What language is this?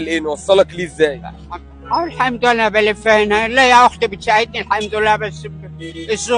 Egyptian Arabic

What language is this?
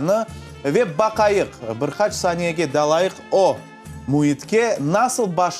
Crimean Tatar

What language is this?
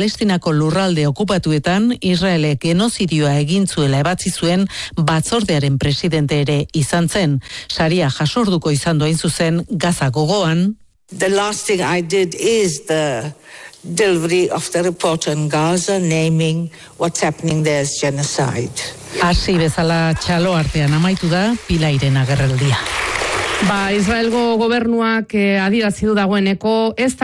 Basque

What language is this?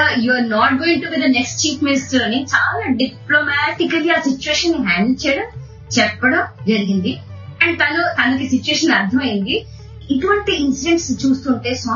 Telugu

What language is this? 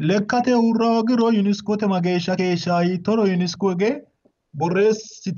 Sidamo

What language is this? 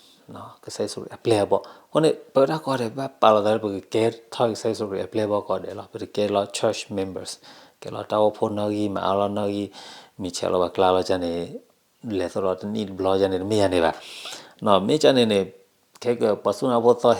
S'gaw Karen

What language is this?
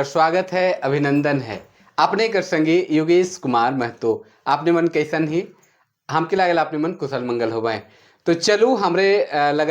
Sadri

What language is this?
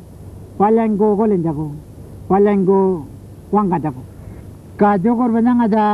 Pitjantjatjara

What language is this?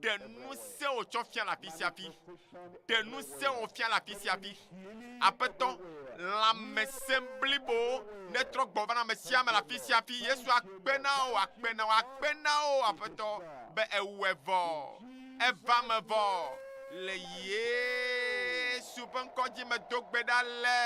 Ewe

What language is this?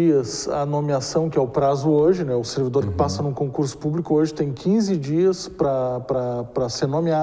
Portuguese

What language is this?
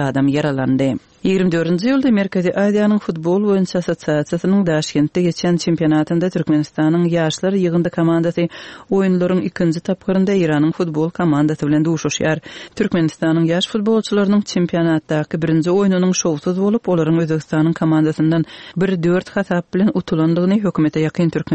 Turkmen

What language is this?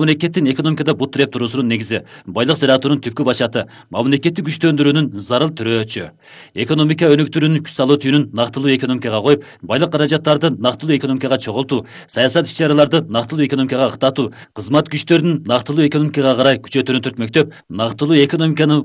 Kyrgyz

